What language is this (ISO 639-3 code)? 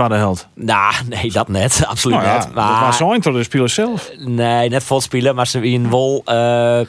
fry